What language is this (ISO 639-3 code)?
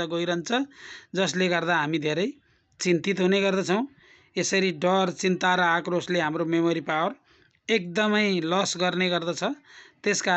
nep